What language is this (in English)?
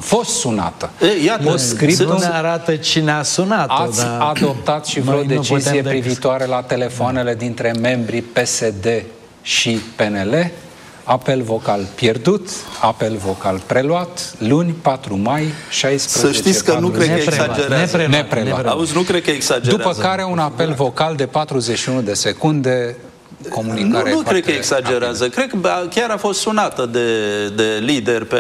Romanian